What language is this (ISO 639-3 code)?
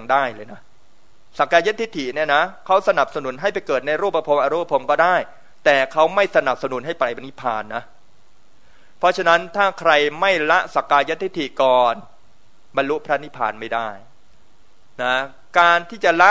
tha